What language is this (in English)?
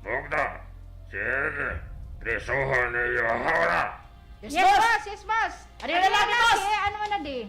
Waray